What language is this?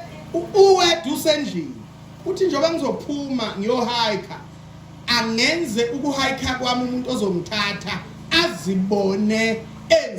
Zulu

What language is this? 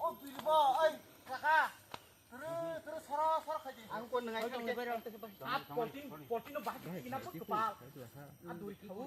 Kok Borok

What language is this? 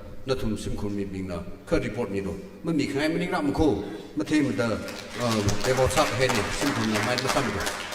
Tangkhul Naga (India)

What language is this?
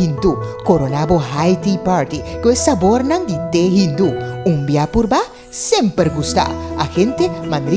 Papiamento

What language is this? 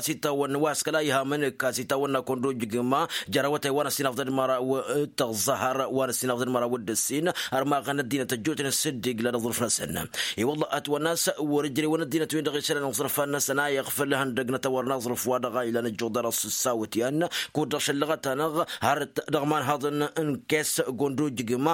Tamasheq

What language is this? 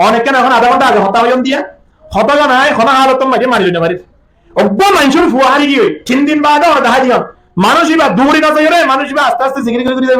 Rohingya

